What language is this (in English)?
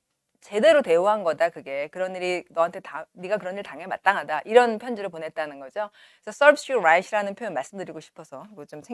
Korean